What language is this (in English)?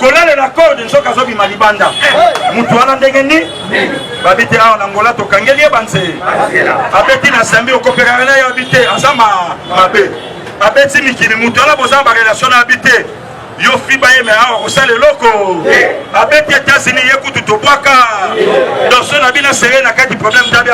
Lingala